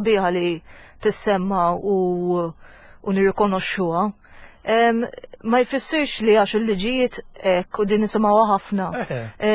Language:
Maltese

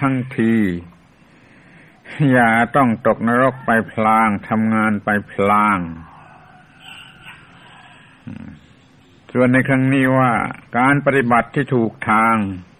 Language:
Thai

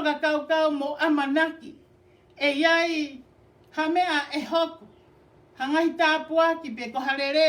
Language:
Tongan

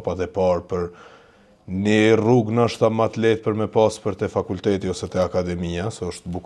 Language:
Albanian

